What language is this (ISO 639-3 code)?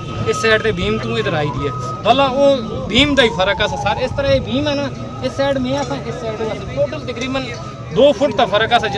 phr